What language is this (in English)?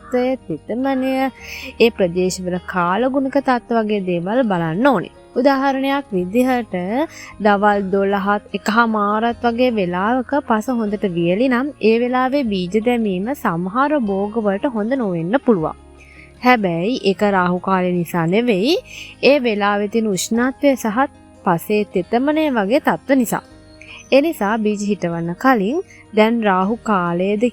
Sinhala